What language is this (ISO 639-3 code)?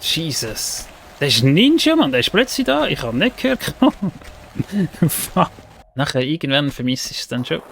gsw